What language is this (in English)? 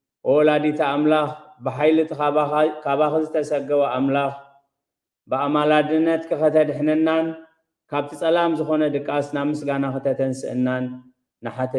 Tigrinya